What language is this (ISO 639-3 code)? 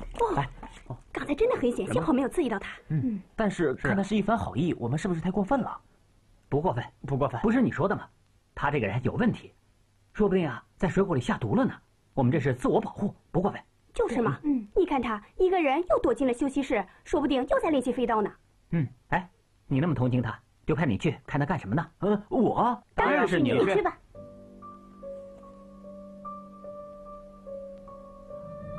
zho